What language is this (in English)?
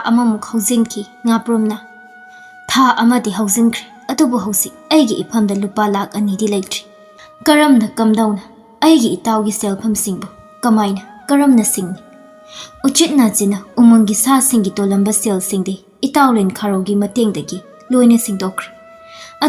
Manipuri